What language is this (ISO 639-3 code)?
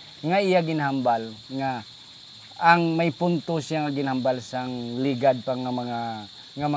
hil